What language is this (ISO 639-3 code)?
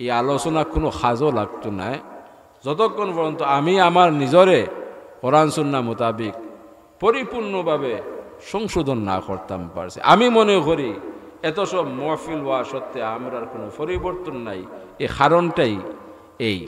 syl